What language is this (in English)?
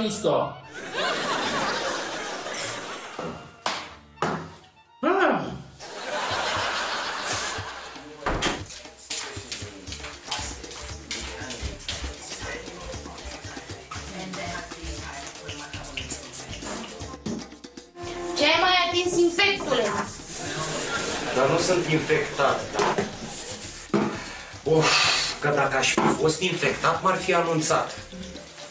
Romanian